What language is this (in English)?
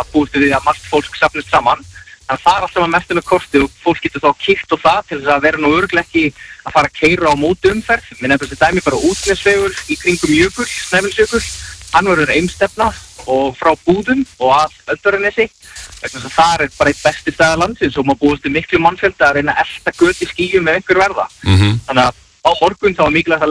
Icelandic